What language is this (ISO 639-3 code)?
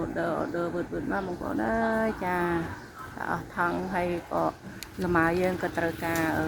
khm